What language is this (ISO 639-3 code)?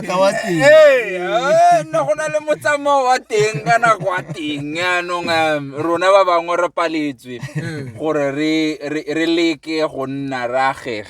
tsn